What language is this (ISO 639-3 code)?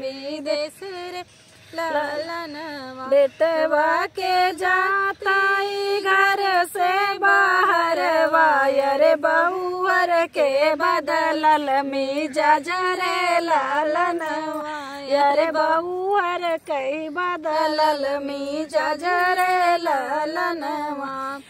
bho